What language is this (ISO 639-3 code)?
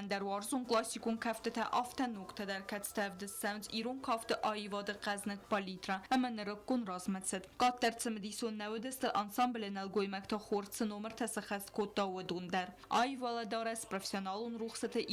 oss